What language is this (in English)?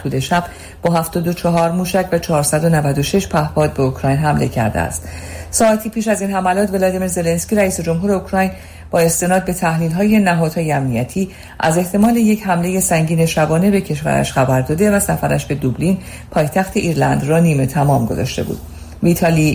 Persian